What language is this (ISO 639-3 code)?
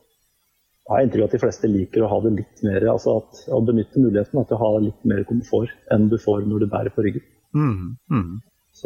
nor